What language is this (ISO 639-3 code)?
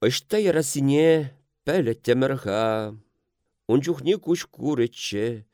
chv